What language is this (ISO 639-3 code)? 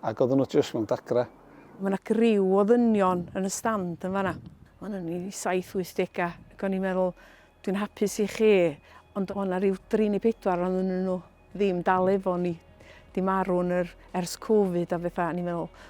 cym